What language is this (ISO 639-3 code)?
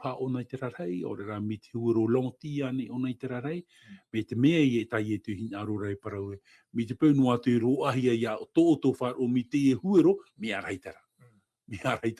tah